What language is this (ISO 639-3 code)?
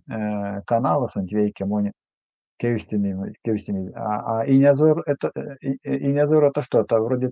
myv